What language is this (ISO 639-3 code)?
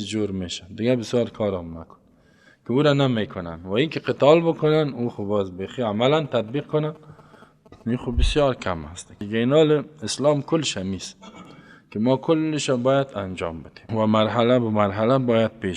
fas